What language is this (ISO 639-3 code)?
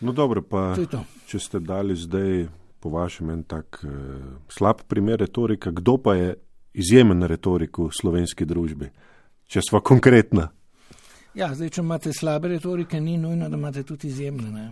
slv